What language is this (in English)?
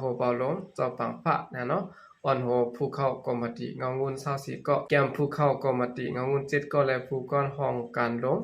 Shan